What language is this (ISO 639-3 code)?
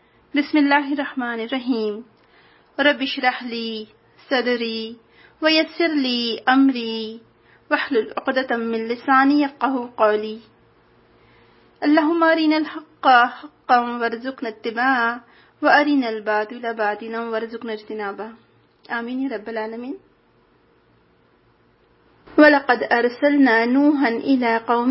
urd